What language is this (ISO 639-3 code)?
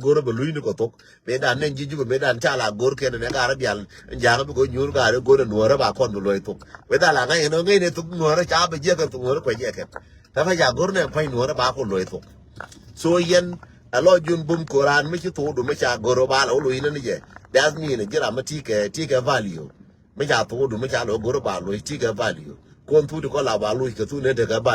nus